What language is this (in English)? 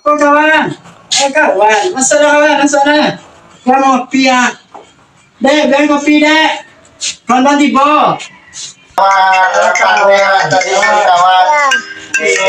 Minangkabau